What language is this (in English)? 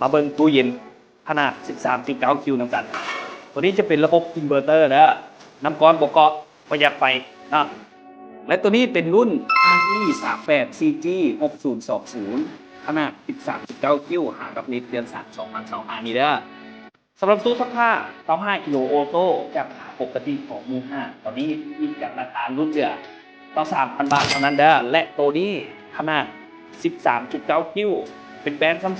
Lao